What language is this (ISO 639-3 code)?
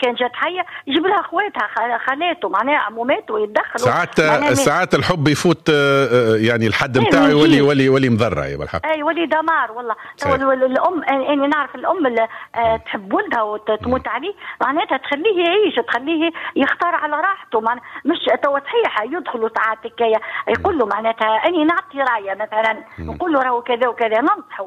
aeb